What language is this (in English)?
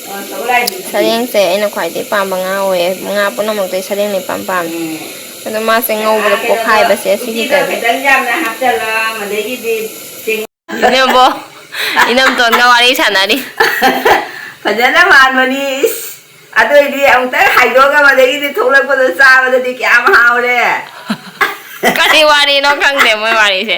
Manipuri